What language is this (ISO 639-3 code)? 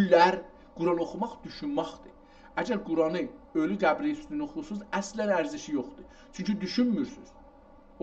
azb